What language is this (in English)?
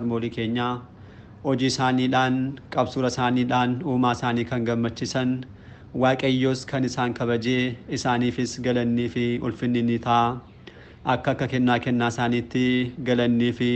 Oromo